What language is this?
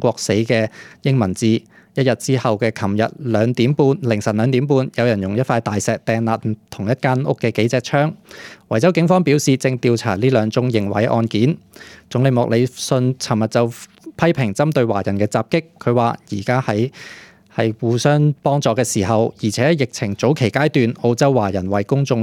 Cantonese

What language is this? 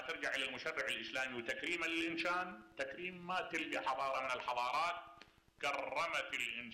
Mesopotamian Arabic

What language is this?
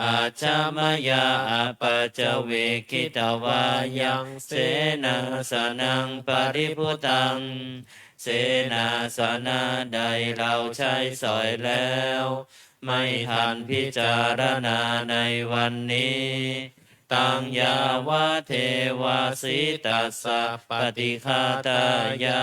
Pali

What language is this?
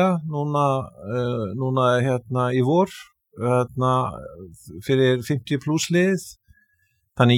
Icelandic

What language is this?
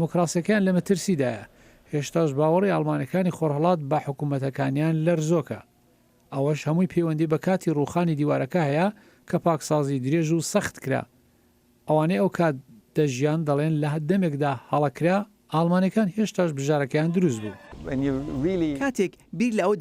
Central Kurdish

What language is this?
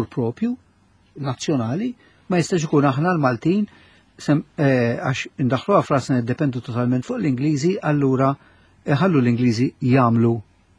Maltese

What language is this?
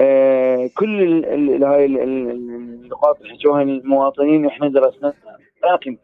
Mesopotamian Arabic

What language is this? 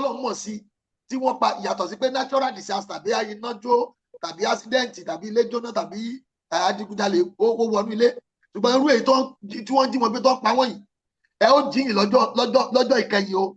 Yoruba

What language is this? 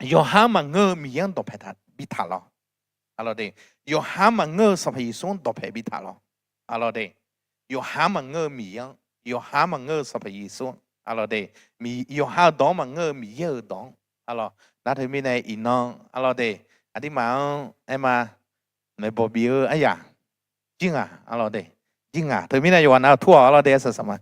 Akha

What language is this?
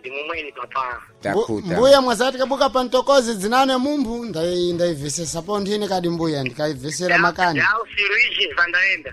Sena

